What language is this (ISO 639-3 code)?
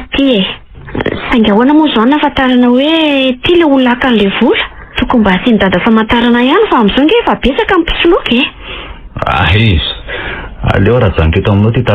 mlg